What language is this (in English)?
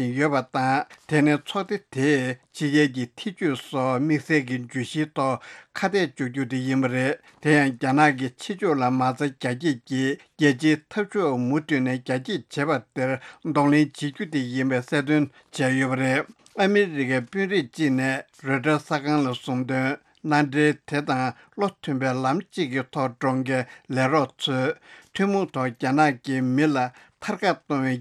Tibetan